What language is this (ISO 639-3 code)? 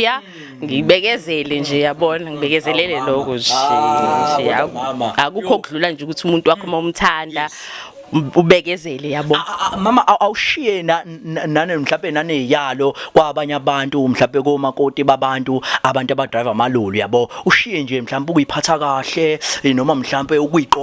zul